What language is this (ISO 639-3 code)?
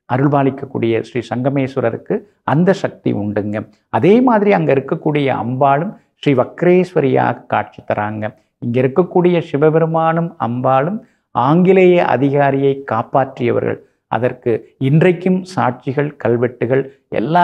tam